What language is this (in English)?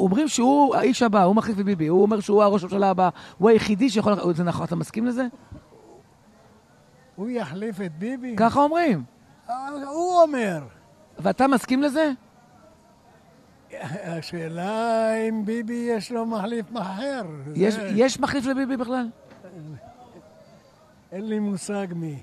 Hebrew